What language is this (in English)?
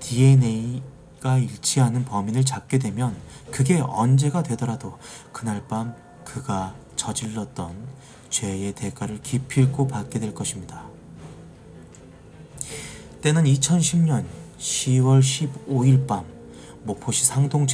Korean